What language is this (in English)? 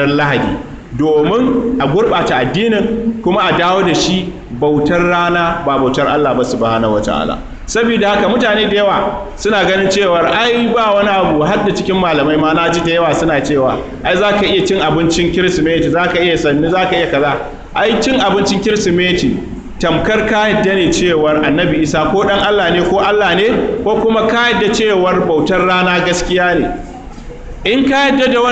Hausa